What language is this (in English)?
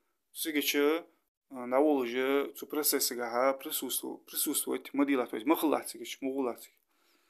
Ingush